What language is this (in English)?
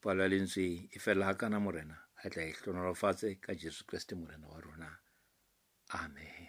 Southern Sotho